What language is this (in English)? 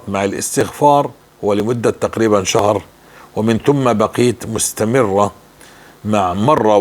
North Levantine Arabic